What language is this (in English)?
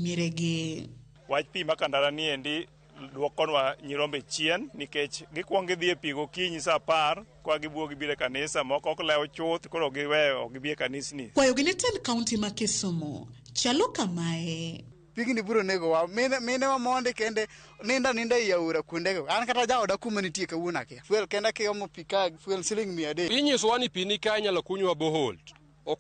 Luo (Kenya and Tanzania)